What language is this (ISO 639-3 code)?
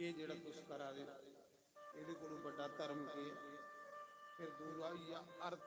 doi